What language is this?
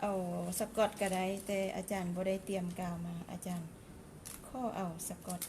Lao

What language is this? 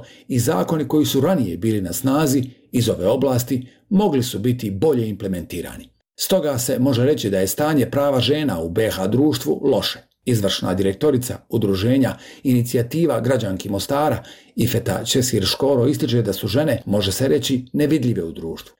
Bosnian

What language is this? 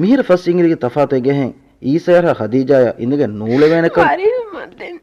Divehi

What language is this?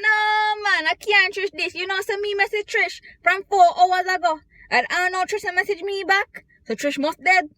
Jamaican Creole English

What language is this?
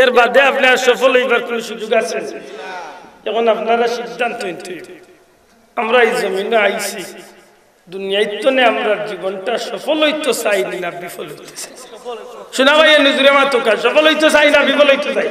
Sylheti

